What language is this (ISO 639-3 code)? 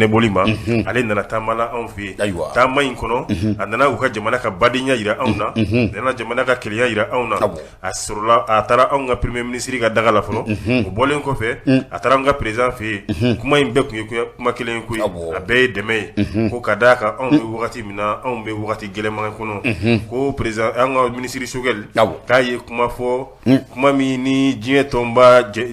bam